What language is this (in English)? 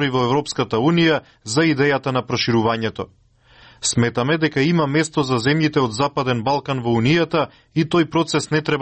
Macedonian